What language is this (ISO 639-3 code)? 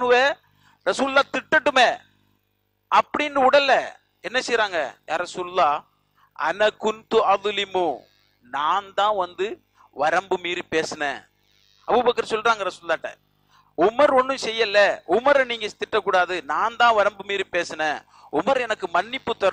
tam